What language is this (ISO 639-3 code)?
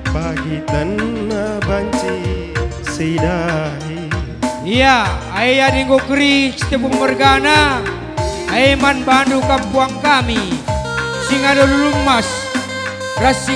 btx